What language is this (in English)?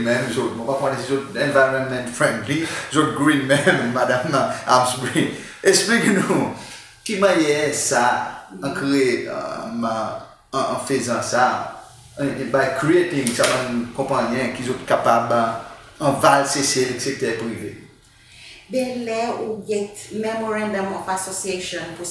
Seselwa Creole French